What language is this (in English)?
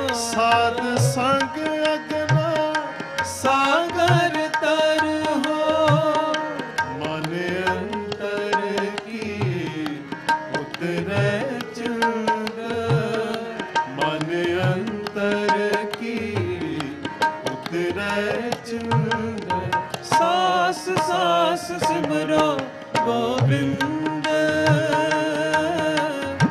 Punjabi